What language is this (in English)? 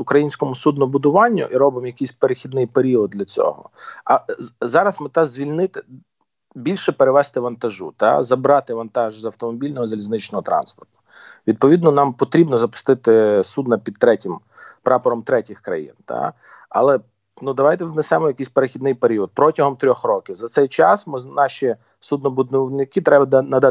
Ukrainian